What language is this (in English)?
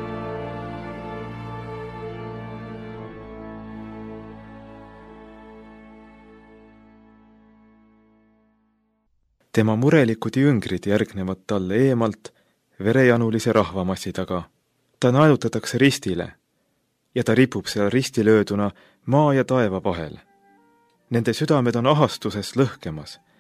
Estonian